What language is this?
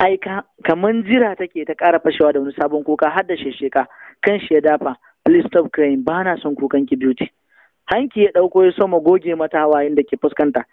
Hausa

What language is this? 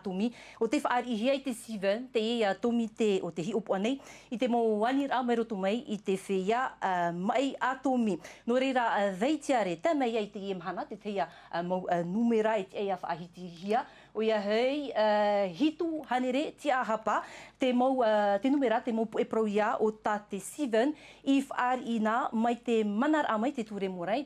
Tahitian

